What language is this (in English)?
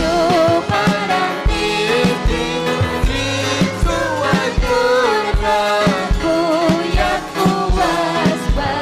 Ayacucho Quechua